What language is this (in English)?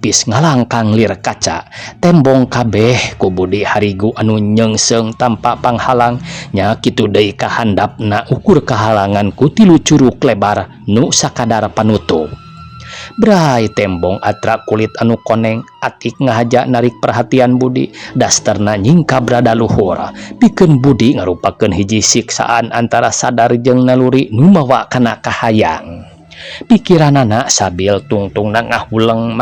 Sundanese